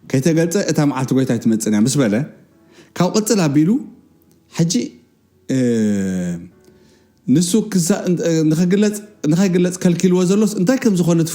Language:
Tigrinya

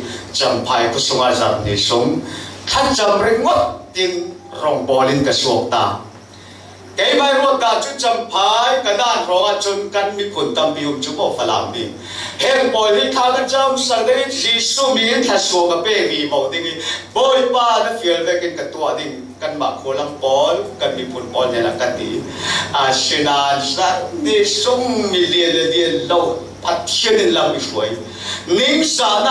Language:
Falam Chin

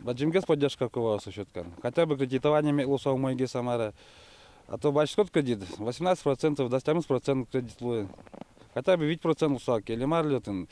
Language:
Udmurt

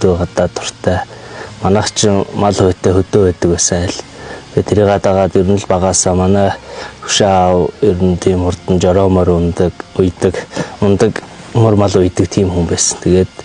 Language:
Mongolian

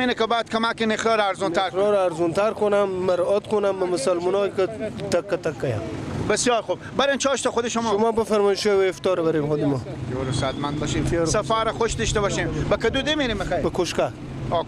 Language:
Persian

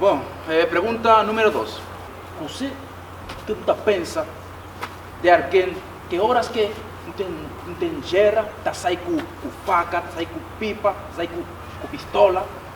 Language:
Kabuverdianu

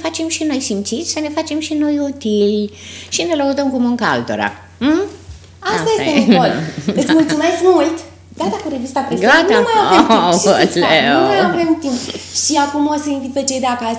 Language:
Romanian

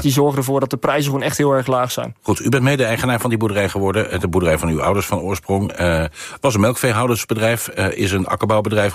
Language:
Dutch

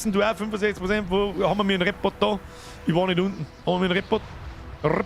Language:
Bavarian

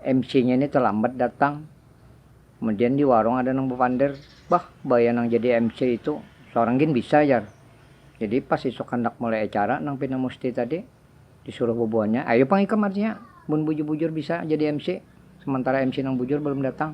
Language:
Banjar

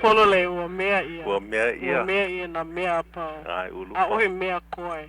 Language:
Hawaiian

